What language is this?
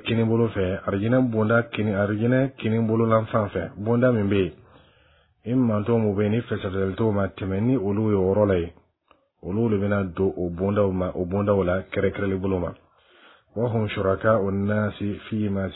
Bambara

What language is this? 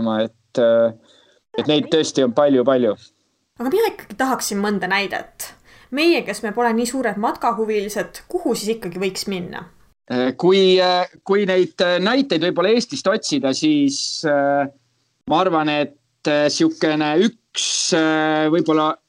Estonian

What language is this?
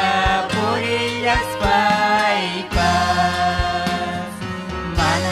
Ayacucho Quechua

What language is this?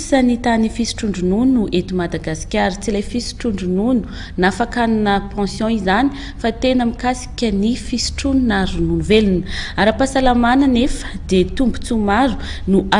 Malagasy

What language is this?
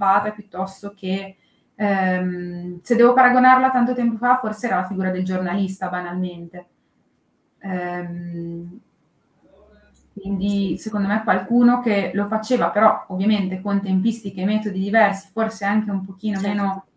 Italian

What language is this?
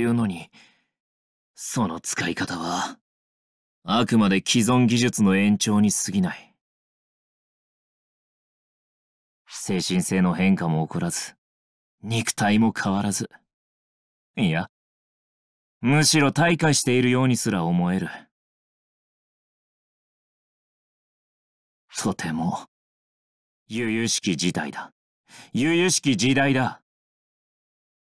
Japanese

